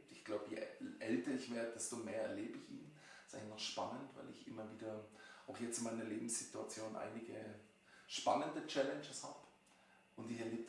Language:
Swiss German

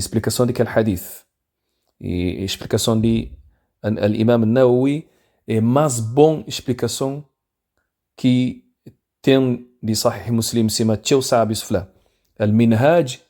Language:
Kabuverdianu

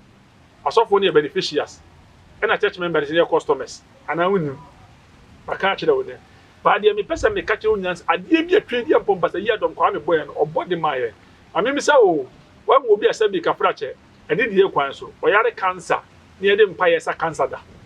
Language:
Akan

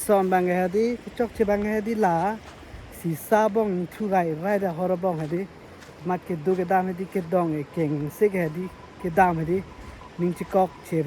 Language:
Karbi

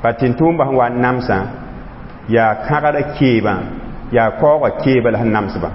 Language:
Mossi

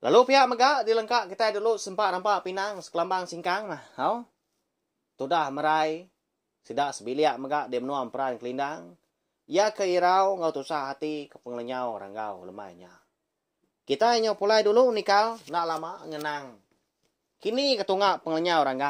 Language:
Iban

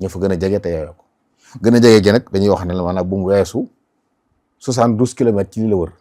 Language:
Wolof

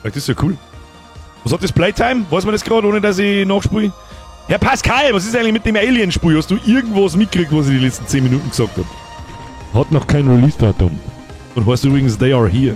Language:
Bavarian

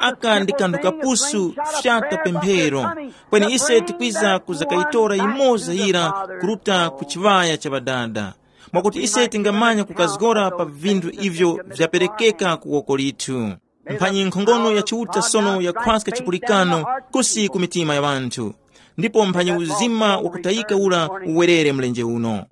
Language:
Tumbuka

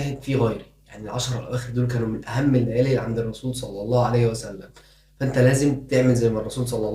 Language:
Egyptian Arabic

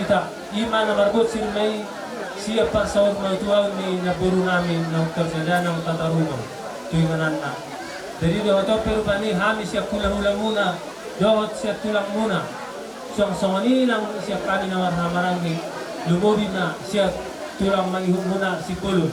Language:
Batak Toba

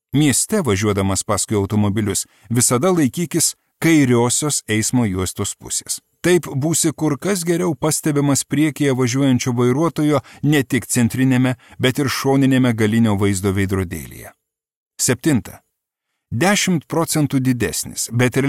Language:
Lithuanian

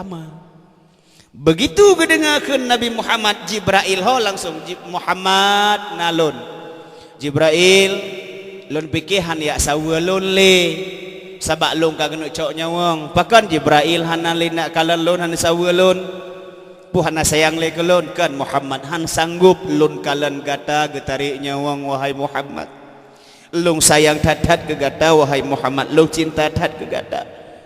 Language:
Achinese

